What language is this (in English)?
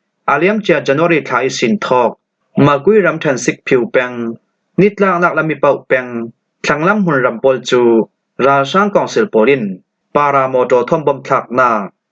Falam Chin